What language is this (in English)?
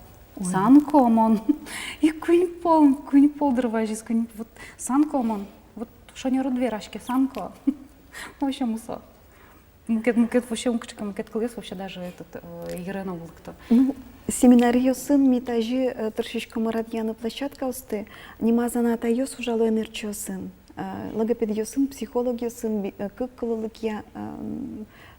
Udmurt